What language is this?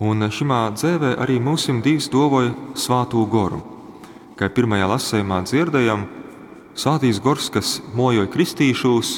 Latgalian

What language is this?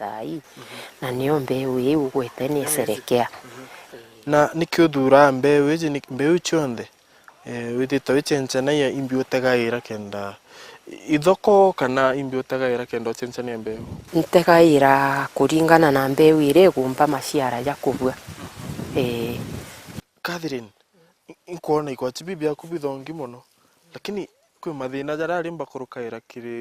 Meru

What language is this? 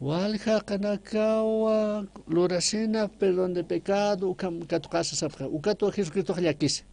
Aymara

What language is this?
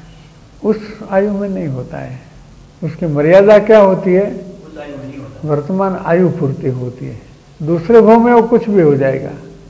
Hindi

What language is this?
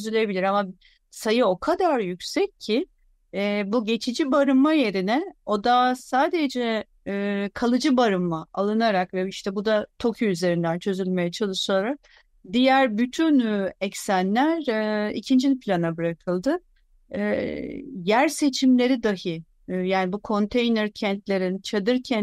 Turkish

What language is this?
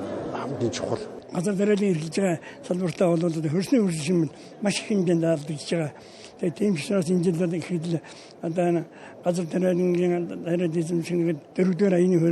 Mongolian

